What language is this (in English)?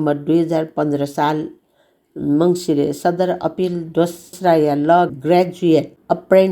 Newari